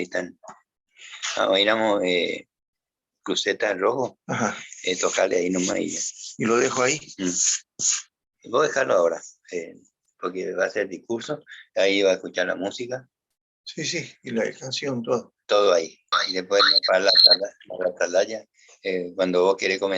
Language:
Guarani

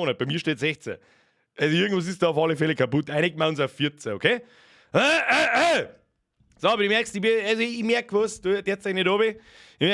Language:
Bavarian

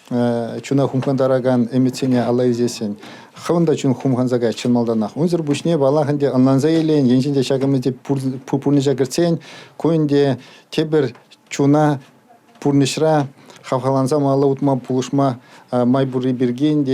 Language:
Chuvash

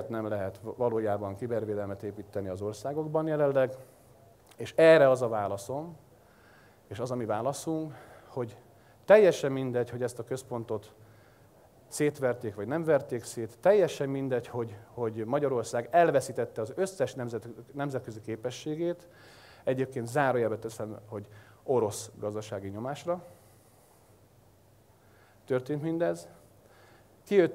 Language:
Hungarian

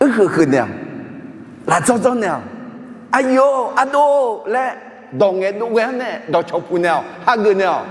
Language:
Akha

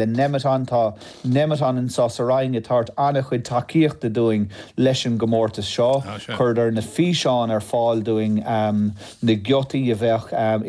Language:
Irish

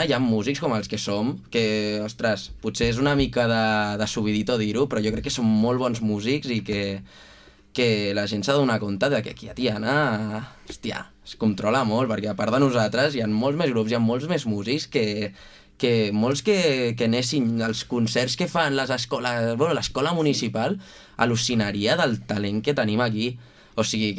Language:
Catalan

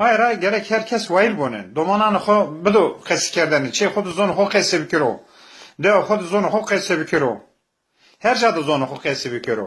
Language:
Zaza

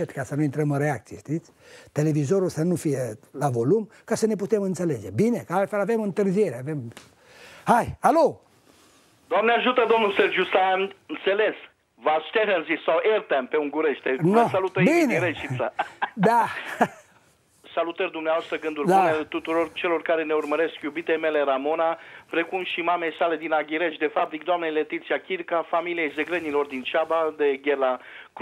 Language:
Romanian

